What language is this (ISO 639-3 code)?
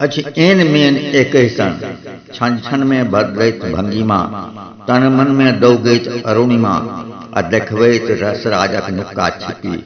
mai